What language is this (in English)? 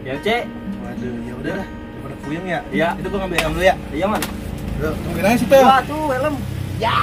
Betawi